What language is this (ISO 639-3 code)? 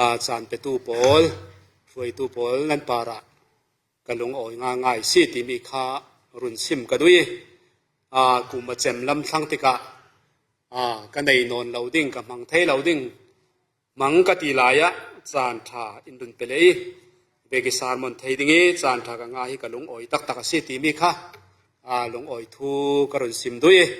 cfm